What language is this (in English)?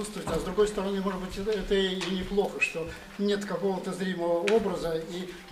Russian